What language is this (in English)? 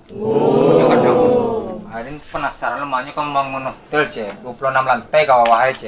Minangkabau